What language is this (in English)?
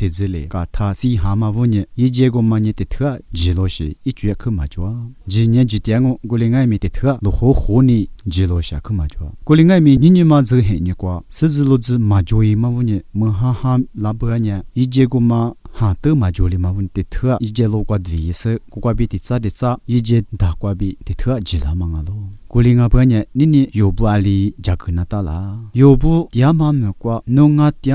Lisu